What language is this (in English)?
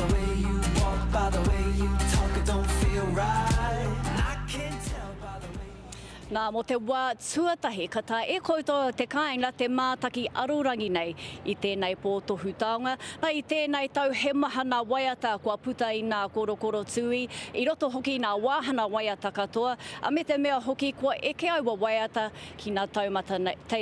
Māori